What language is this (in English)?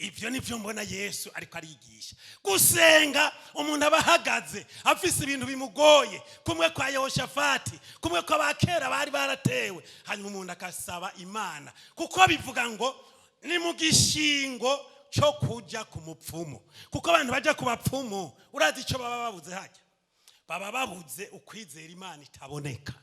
Rundi